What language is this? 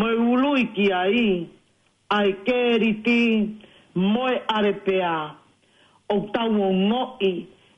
Tongan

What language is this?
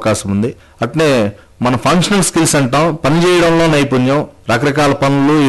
Telugu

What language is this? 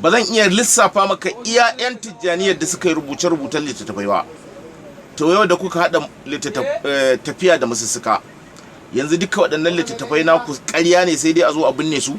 Hausa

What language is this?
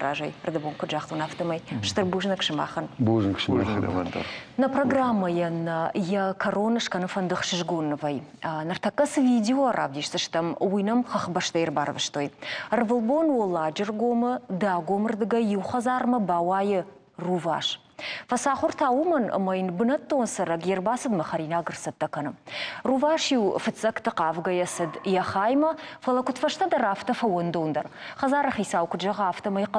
Ossetic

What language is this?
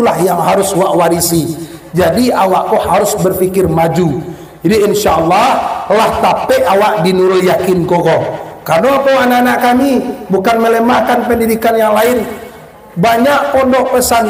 Minangkabau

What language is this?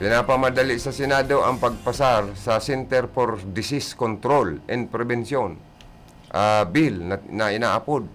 Bikol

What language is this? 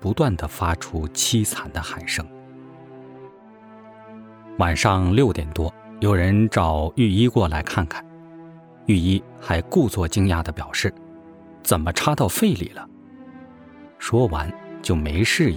Chinese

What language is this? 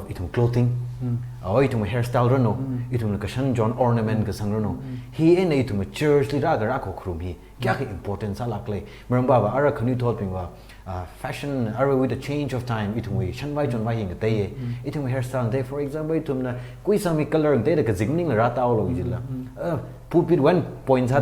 Tangkhul Naga (India)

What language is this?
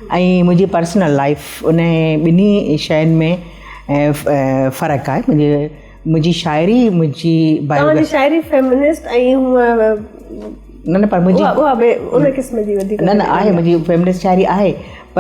Sindhi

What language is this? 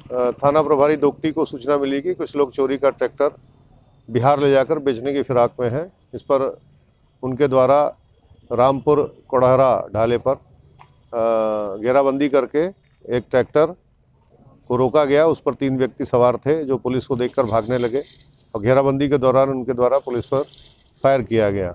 Hindi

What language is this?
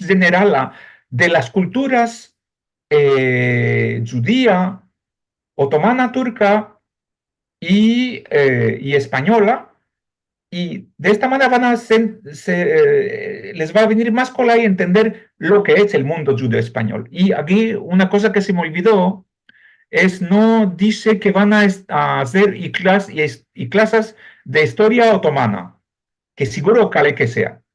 Ladino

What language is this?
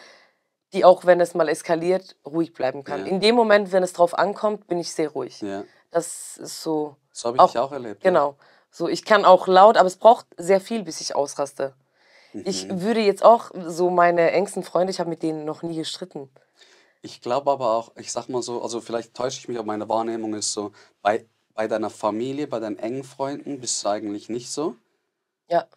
Swiss German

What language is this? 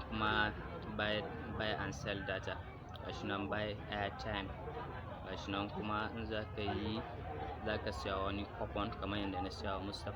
Hausa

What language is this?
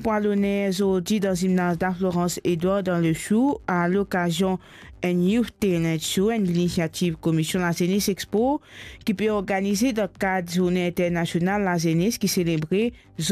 Morisyen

